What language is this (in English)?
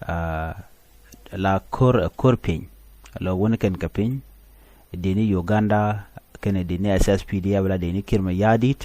Nuer